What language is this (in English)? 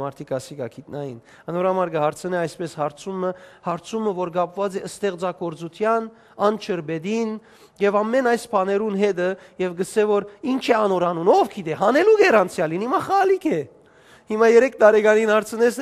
Western Armenian